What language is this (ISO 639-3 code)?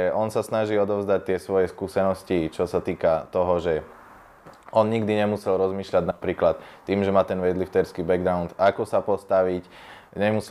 slk